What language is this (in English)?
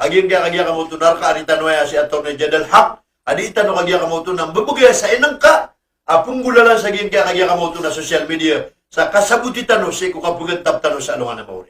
Maranao